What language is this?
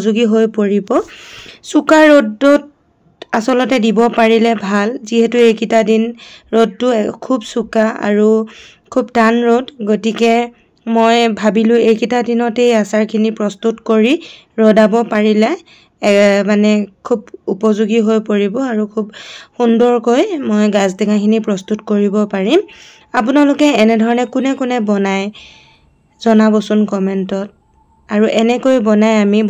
Assamese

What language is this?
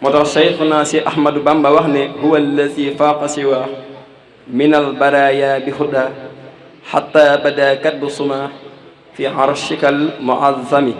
Wolof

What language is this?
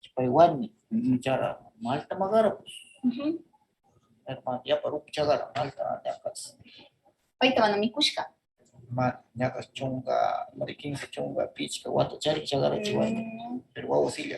Northern Pastaza Quichua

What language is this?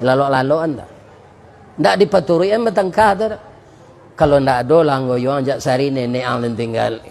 Minangkabau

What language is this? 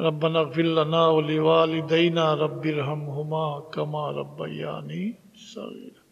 Sylheti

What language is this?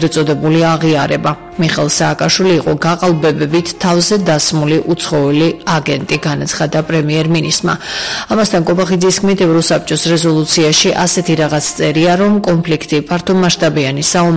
Georgian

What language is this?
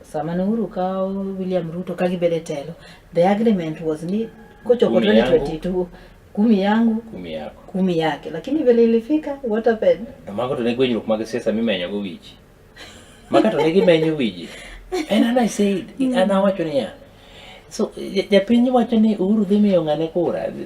Luo (Kenya and Tanzania)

